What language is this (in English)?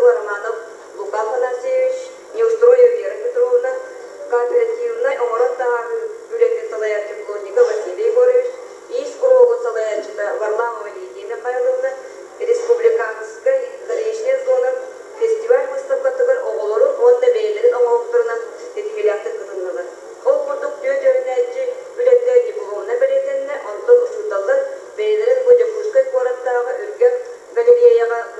Yakut